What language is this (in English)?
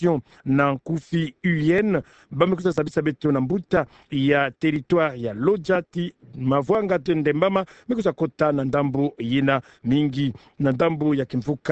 Kituba (Democratic Republic of Congo)